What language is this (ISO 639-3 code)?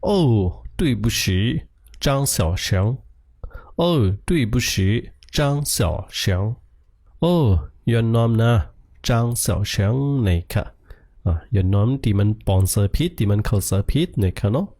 shn